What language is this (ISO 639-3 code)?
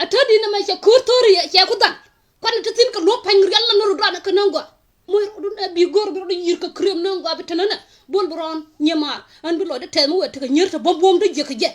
nus